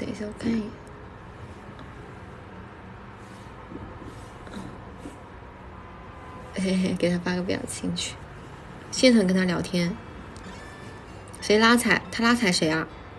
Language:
Chinese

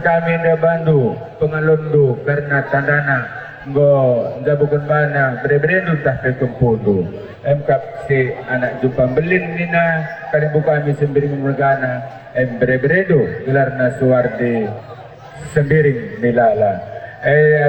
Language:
Batak Karo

